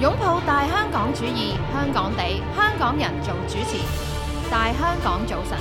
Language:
Cantonese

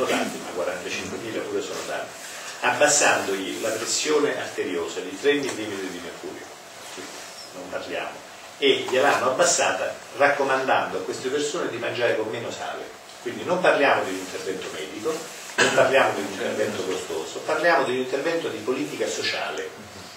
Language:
Italian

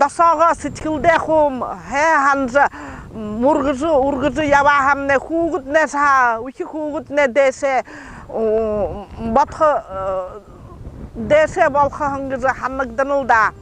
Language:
Buriat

